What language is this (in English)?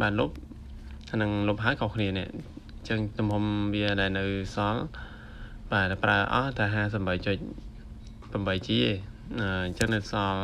Khmer